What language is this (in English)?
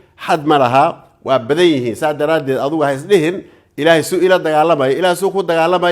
Somali